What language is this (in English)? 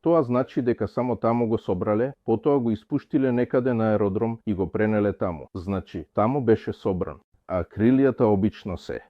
Macedonian